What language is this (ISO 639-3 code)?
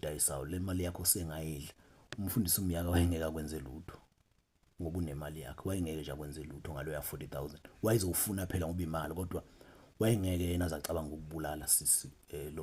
zul